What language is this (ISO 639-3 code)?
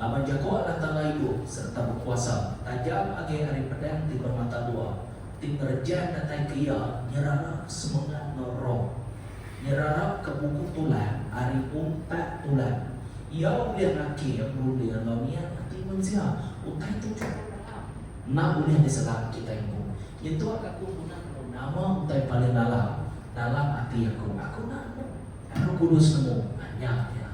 iba